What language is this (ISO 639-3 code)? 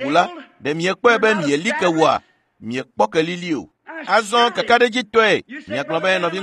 ewe